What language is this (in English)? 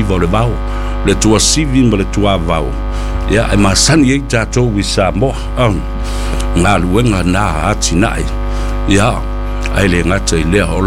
Samoan